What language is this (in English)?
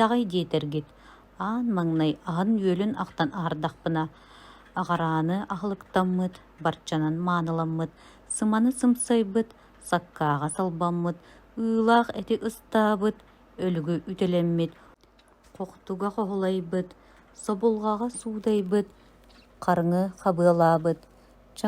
Yakut